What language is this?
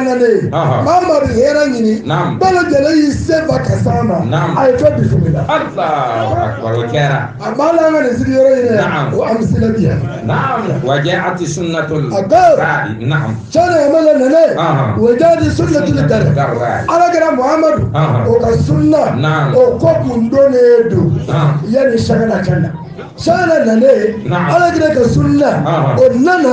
Bambara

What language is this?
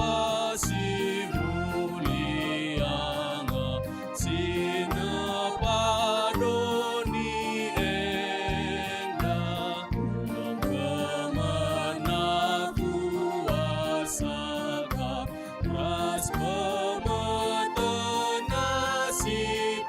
Batak Karo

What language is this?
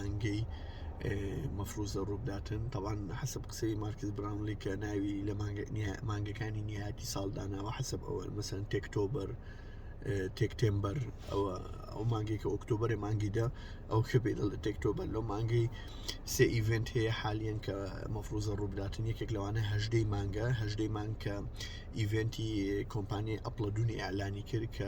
Central Kurdish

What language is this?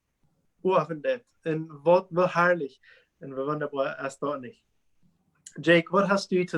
Plautdietsch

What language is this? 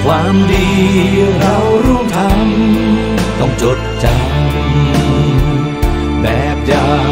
Thai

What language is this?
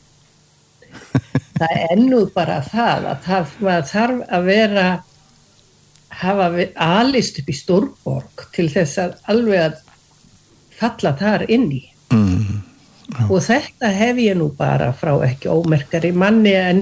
Icelandic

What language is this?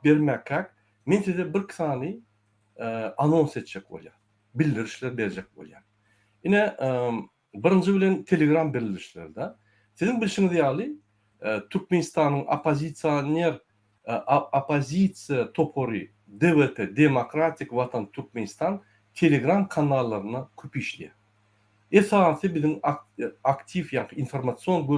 Turkmen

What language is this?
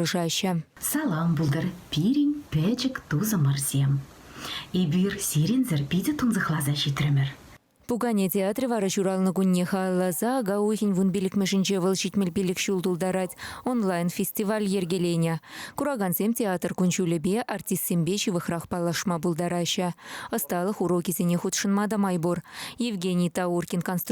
Chuvash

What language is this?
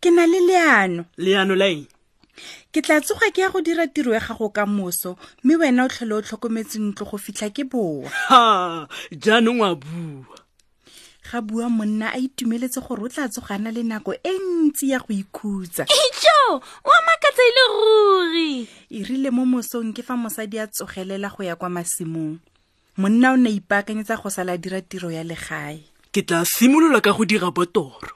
Tswana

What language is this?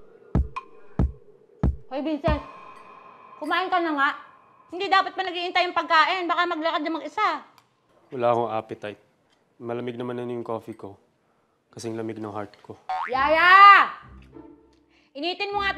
Filipino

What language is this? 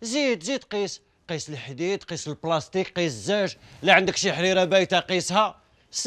Algerian Arabic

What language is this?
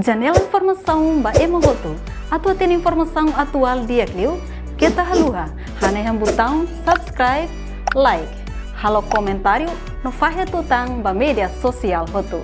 Tetum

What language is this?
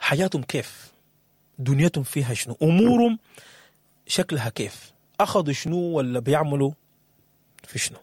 Sudanese Arabic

